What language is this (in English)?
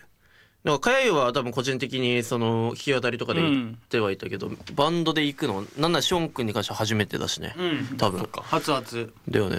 Japanese